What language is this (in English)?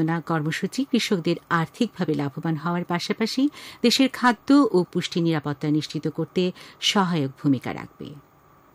Bangla